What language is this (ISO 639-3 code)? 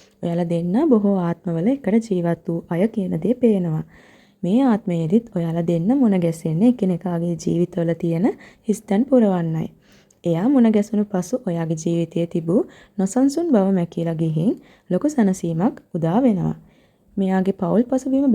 sin